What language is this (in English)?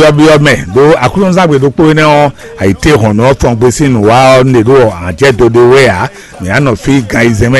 Fon